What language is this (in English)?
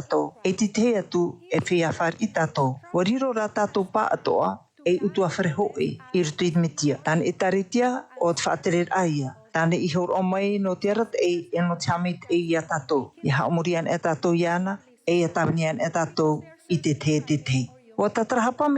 Tahitian